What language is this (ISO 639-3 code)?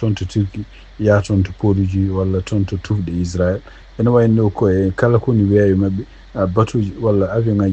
ful